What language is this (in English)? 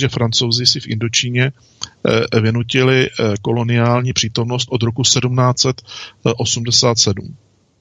Czech